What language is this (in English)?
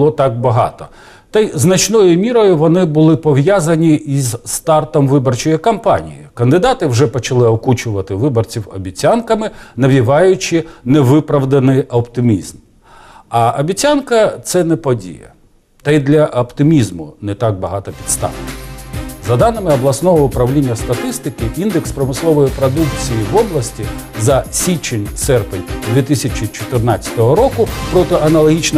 Ukrainian